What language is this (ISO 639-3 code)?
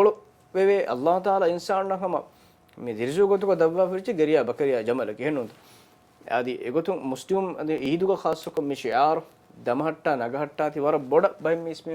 div